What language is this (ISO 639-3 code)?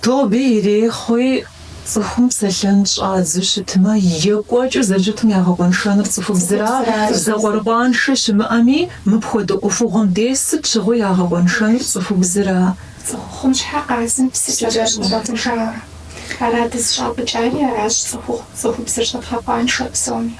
kbd